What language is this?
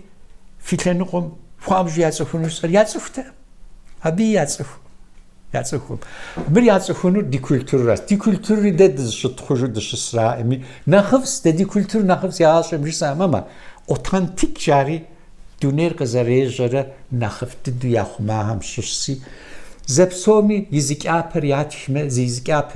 Kabardian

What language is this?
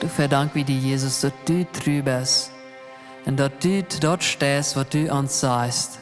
Plautdietsch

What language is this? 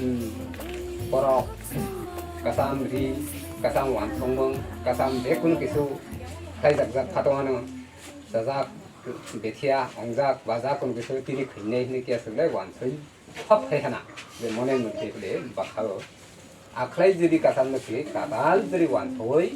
Kok Borok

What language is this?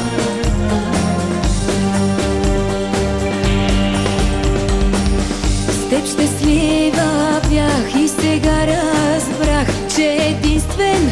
Bulgarian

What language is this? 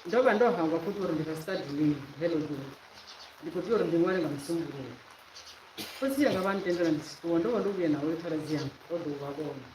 Venda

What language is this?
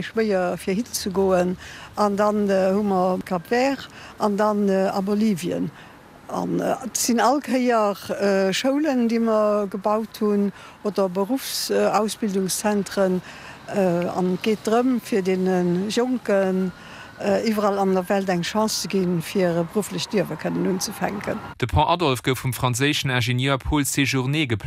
Luxembourgish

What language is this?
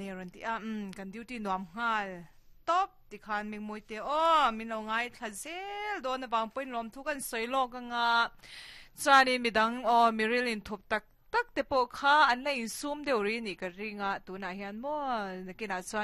Mizo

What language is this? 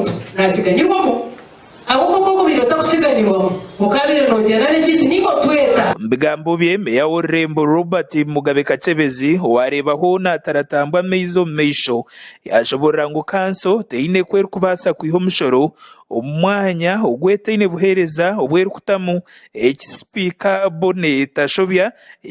Nyankole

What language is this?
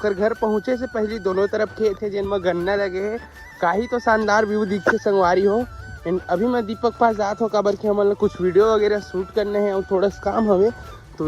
Chhattisgarhi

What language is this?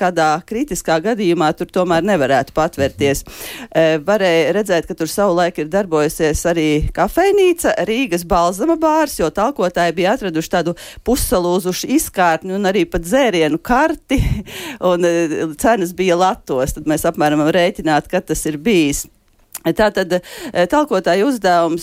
Latvian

